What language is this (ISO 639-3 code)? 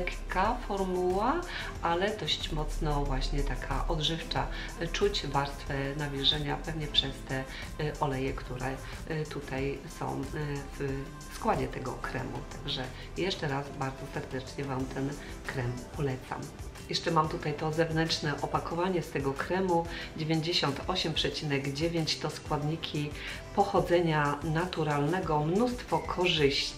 pol